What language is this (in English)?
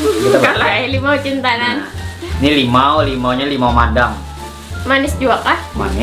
Banjar